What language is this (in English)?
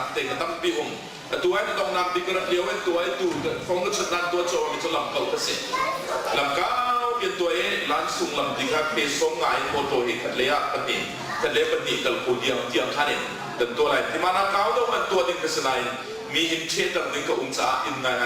Hakha Chin